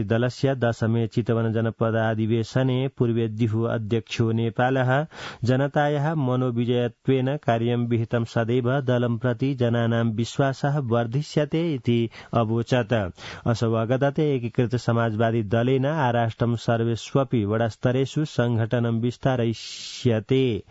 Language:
Sanskrit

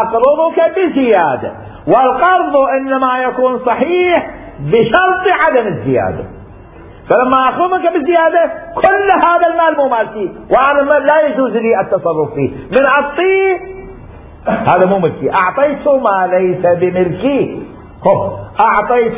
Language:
Mesopotamian Arabic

